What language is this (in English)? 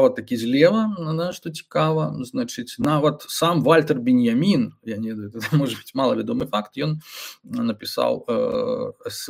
Belarusian